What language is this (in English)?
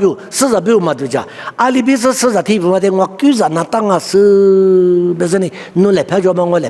Lisu